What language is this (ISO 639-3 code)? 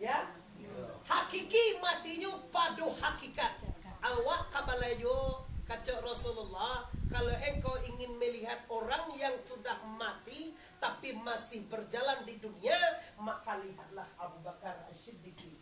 min